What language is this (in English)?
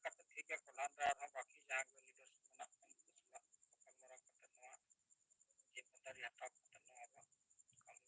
Santali